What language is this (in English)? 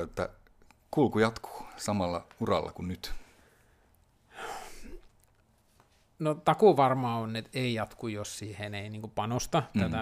Finnish